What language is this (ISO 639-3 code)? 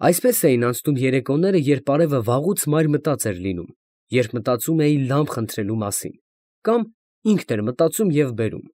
hye